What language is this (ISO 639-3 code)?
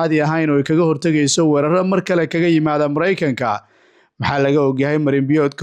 som